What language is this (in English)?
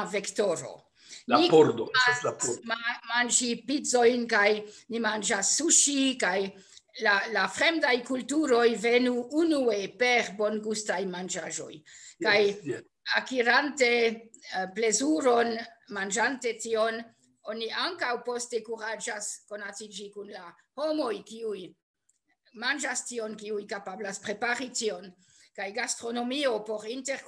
Esperanto